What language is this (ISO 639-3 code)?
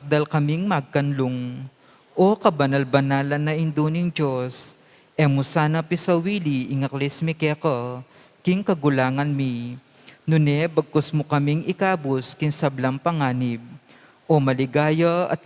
pam